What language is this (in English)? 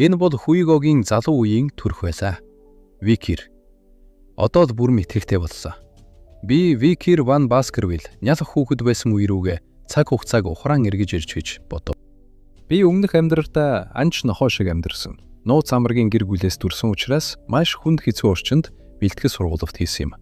Mongolian